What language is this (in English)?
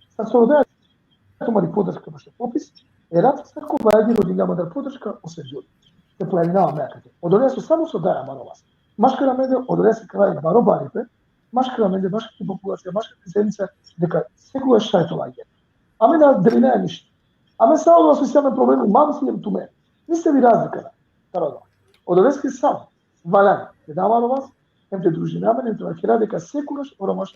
Balkan Romani